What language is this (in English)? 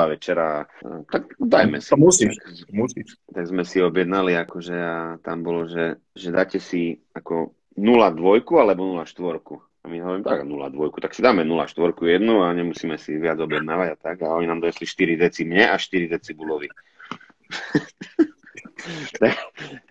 Slovak